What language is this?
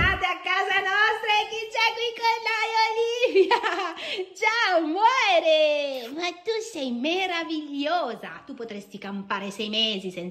Italian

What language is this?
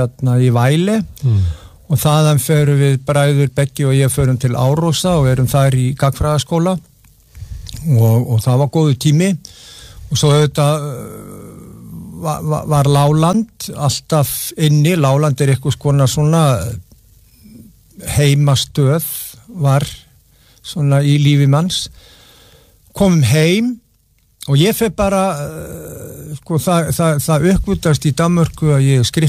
Icelandic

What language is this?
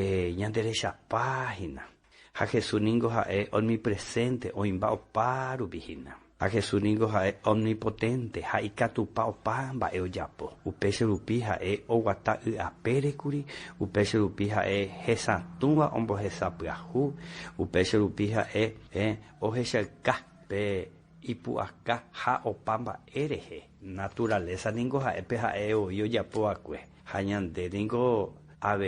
Guarani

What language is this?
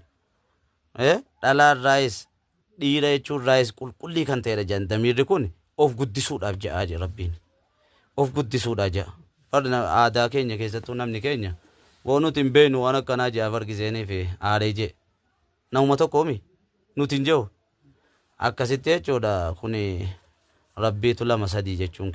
Oromo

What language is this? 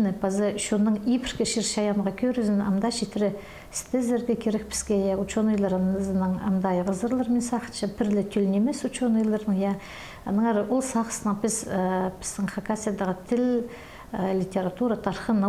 Khakas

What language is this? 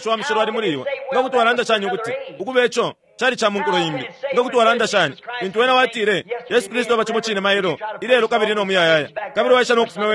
Bemba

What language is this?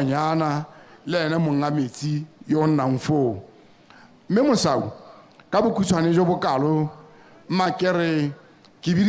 Tswana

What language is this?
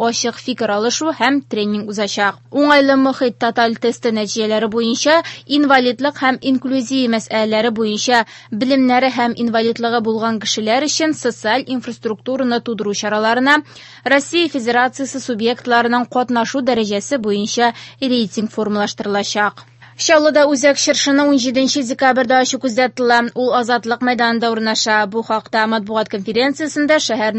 Tatar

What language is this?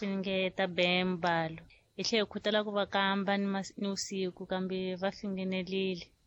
Tsonga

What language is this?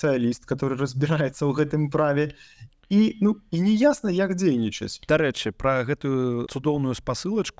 Belarusian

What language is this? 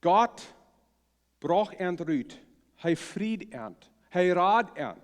Plautdietsch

